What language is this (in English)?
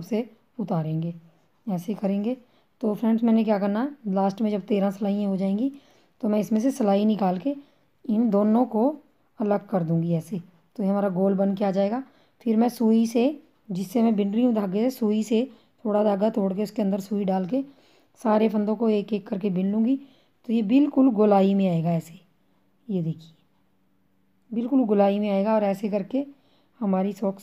Hindi